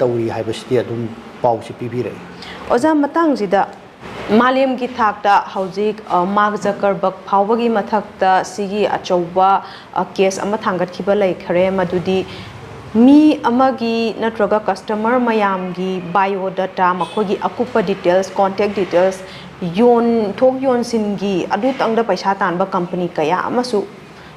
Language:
Manipuri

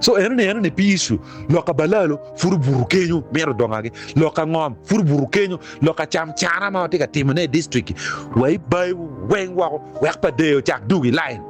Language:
Acoli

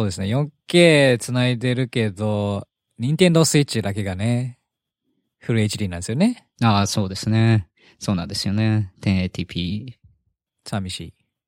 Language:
Japanese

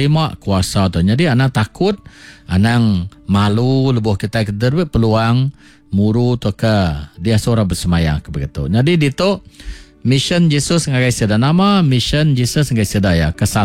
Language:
Iban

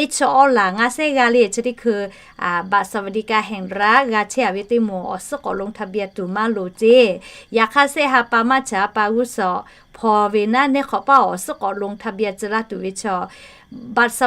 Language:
Lahu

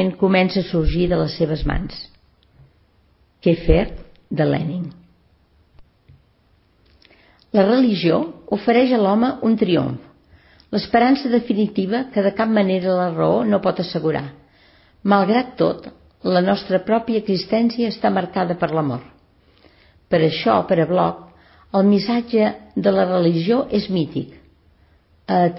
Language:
Catalan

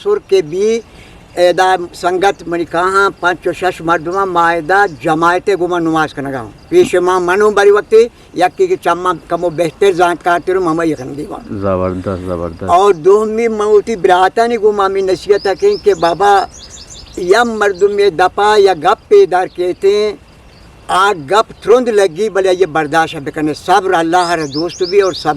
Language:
Eastern Balochi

